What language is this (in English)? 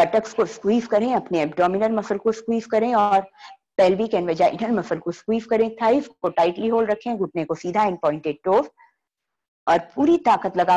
Hindi